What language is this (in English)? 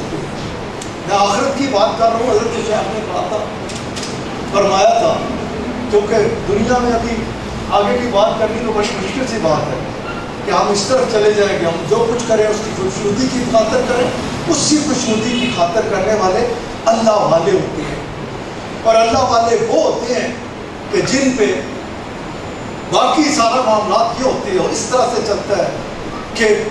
Urdu